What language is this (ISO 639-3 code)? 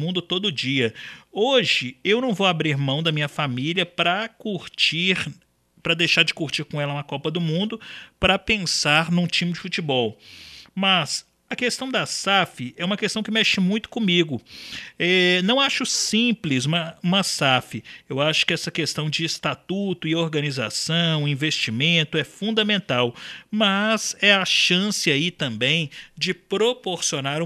por